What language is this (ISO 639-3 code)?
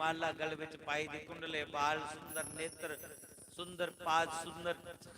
doi